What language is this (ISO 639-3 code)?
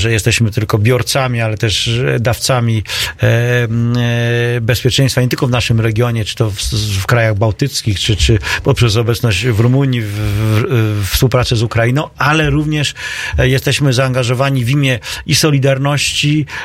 pol